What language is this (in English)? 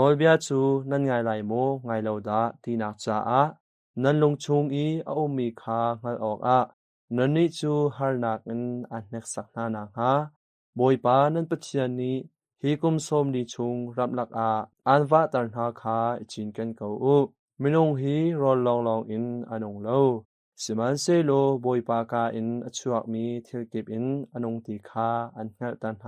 Hakha Chin